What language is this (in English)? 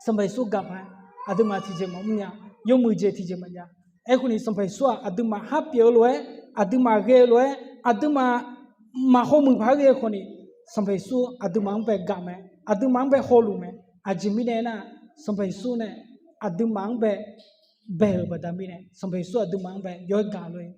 Akha